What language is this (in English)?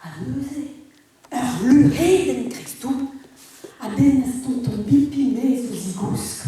Breton